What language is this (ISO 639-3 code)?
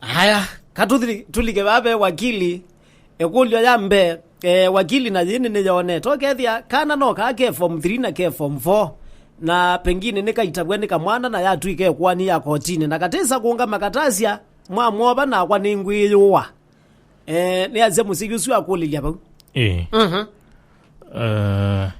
kam